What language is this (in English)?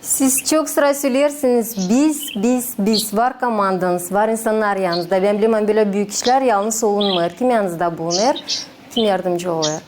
Gagauz